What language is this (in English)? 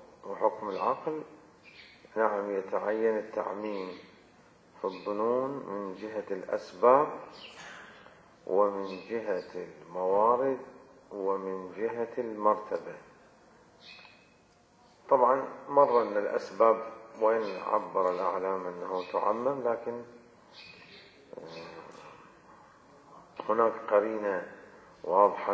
Arabic